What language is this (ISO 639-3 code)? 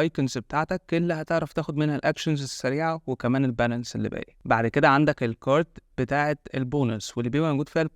arz